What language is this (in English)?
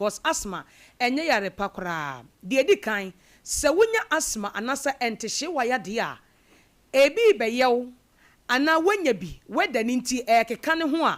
Akan